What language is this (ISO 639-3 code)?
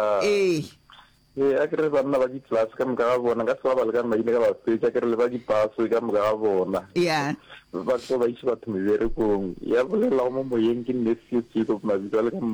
nso